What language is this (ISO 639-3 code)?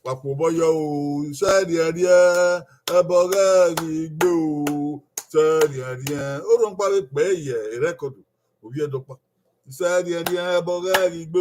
bin